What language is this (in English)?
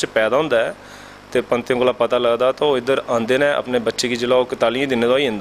Dogri